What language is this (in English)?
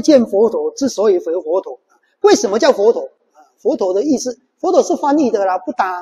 Chinese